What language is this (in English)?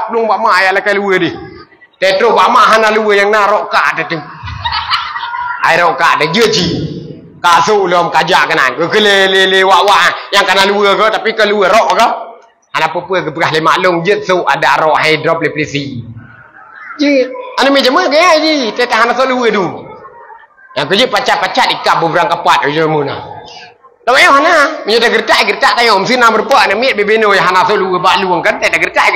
Achinese